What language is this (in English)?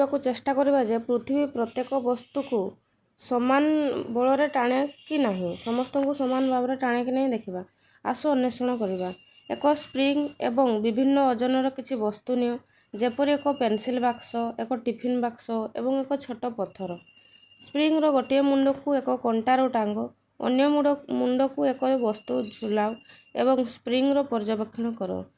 Odia